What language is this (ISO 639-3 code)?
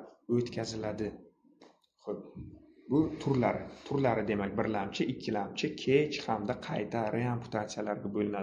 uzb